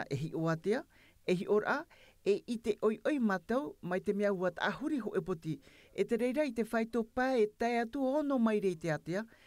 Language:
Tahitian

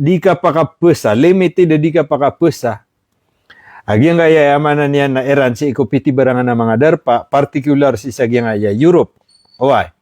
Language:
Maranao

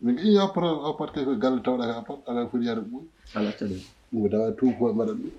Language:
Fula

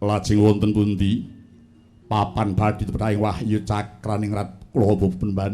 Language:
Javanese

